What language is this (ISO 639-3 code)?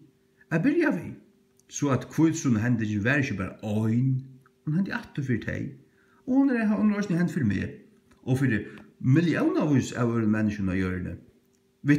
fao